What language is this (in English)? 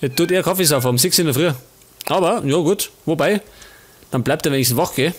Bavarian